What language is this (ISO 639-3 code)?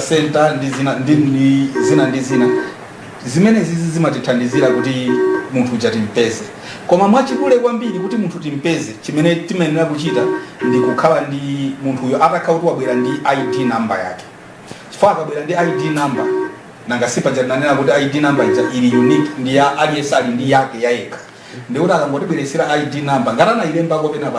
nya